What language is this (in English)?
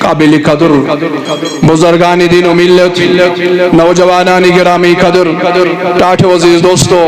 Kashmiri